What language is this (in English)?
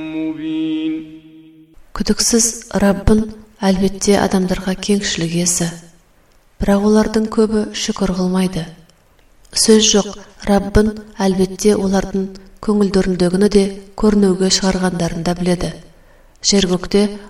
Kazakh